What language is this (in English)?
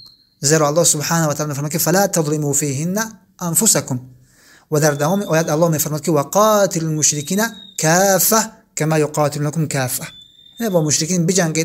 Tajik